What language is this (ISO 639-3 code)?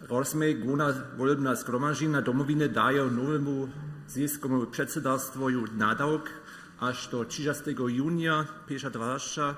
hsb